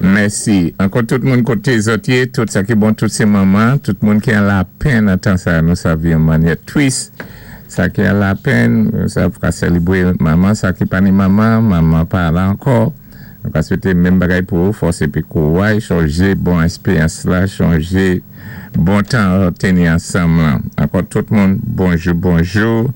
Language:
Saint Lucian Creole French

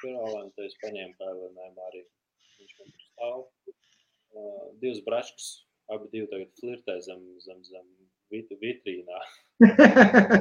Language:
Latvian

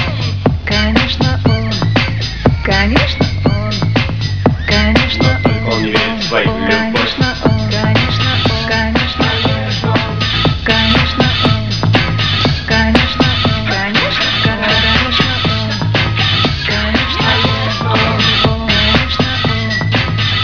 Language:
Russian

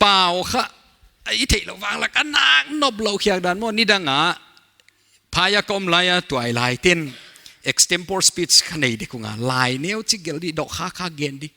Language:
Paite Chin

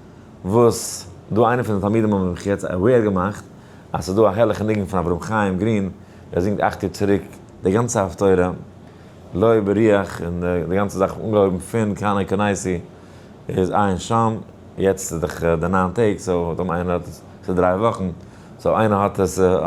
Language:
Yiddish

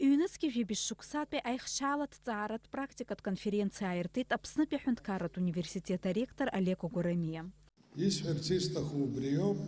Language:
Abkhazian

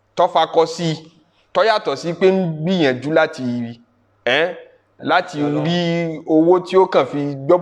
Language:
Yoruba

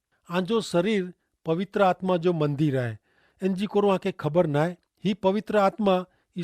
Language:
Kachhi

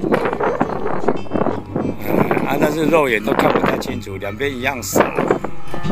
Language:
Chinese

